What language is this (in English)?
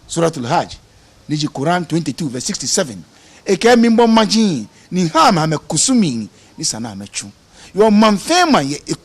Ga